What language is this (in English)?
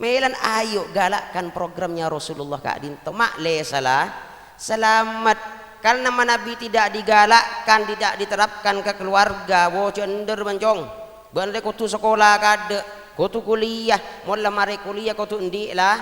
Madurese